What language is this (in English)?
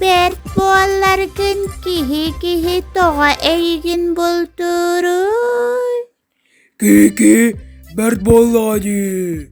Yakut